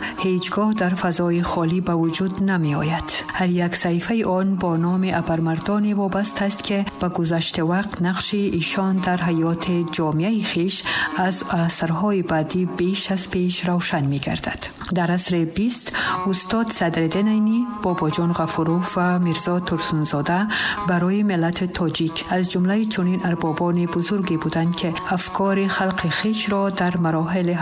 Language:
Tajik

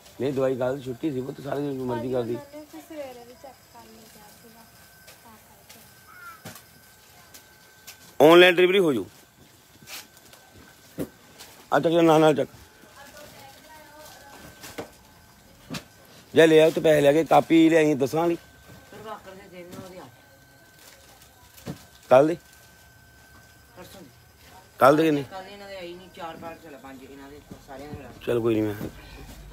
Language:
Punjabi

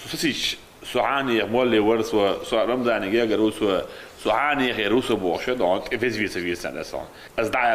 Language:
Chechen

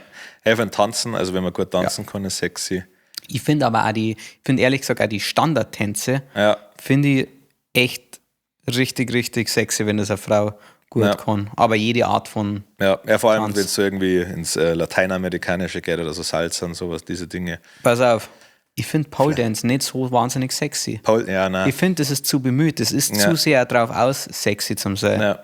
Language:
Bavarian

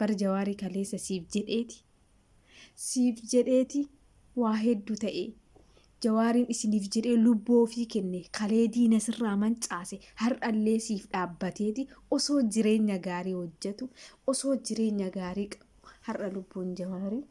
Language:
Oromo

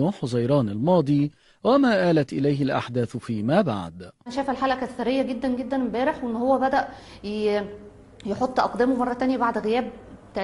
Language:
Egyptian Arabic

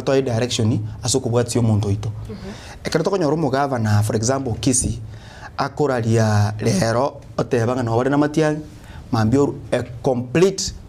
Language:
Gusii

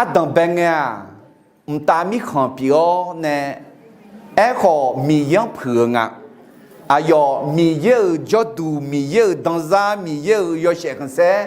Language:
Akha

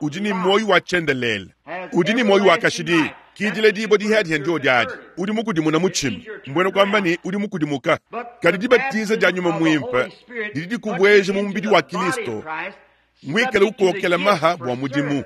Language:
Luba-Lulua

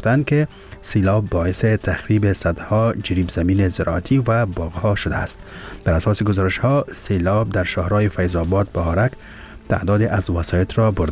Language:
Persian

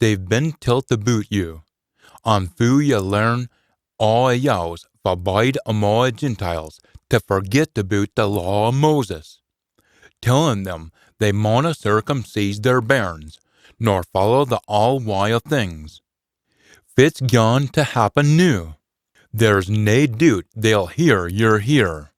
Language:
Scots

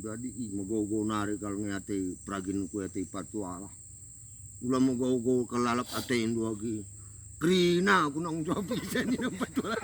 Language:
Batak Karo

